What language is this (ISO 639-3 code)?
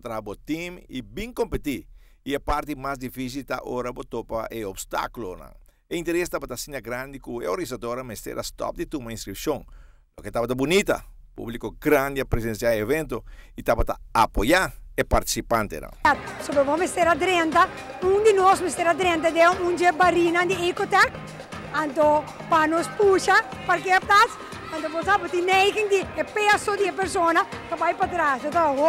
pap